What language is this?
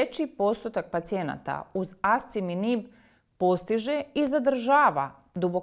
Croatian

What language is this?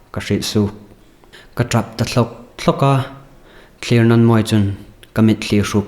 Hmar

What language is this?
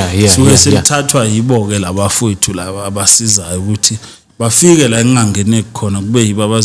Zulu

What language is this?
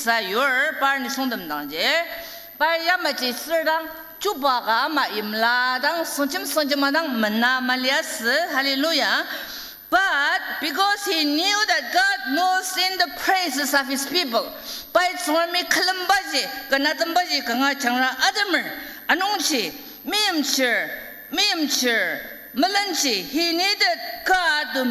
Ao Naga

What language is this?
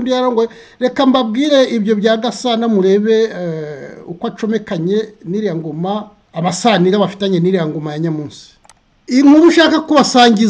Kinyarwanda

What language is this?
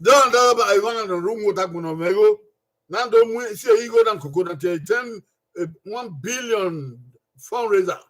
Bini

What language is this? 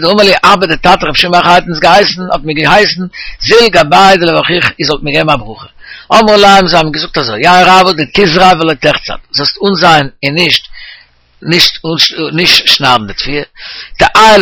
Yiddish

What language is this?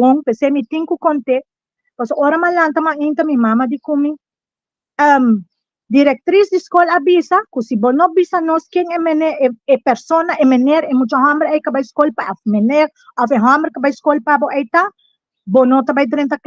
Papiamento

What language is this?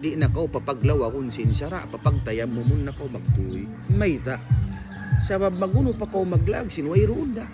Tausug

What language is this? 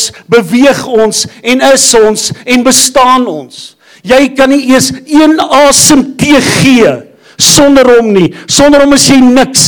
Afrikaans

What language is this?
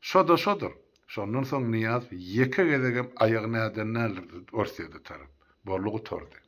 Turkmen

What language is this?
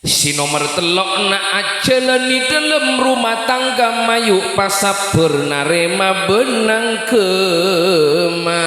Madurese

